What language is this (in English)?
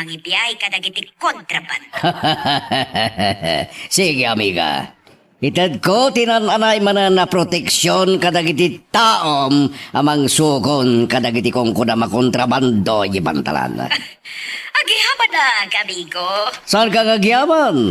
Iloko